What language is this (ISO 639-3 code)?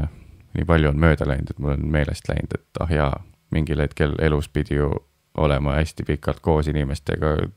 est